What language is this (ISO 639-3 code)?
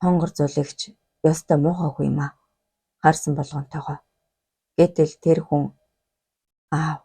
mon